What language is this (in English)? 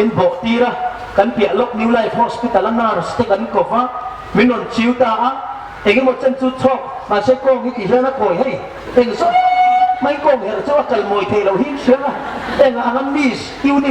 Hmar